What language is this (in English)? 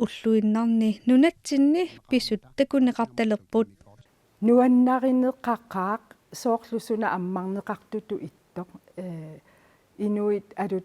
Kalaallisut